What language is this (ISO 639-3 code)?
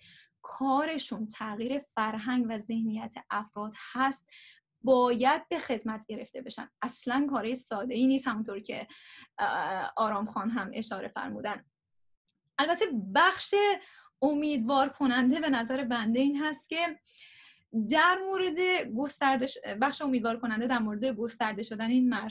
fas